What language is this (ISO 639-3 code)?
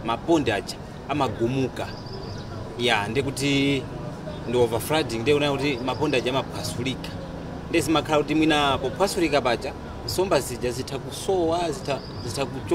nya